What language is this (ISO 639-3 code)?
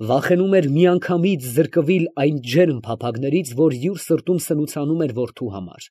hye